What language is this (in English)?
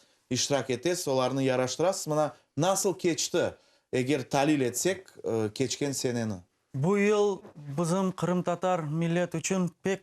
Crimean Tatar